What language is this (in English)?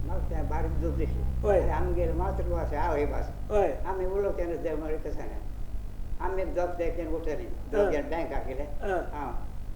Konkani